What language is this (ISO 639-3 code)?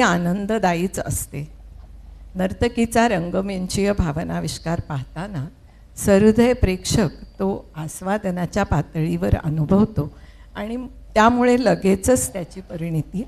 mar